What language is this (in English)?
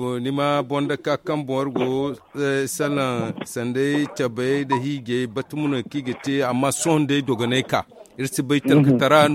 Zarma